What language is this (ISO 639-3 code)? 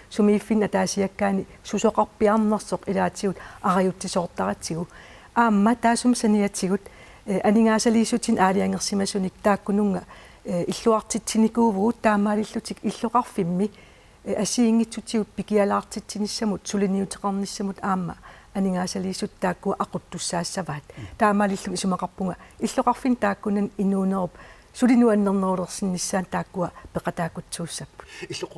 kal